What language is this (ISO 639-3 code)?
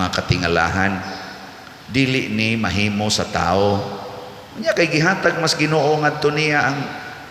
ceb